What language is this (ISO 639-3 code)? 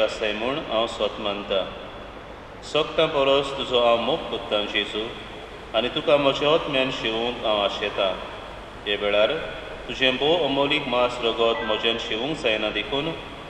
kok